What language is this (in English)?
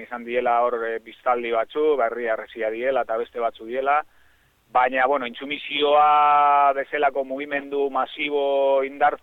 Basque